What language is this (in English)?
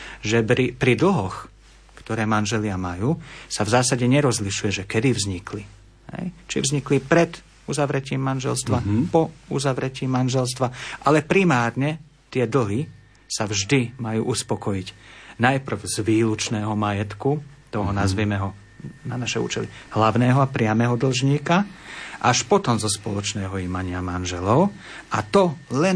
Slovak